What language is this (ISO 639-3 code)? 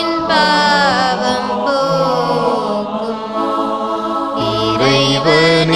tam